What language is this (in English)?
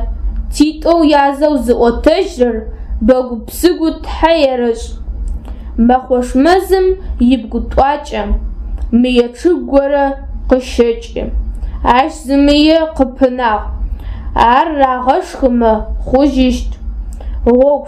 Adyghe